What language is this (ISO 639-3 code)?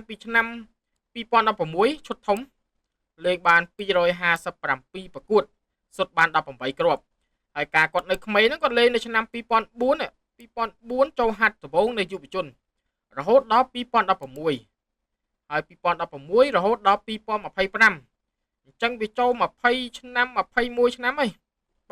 khm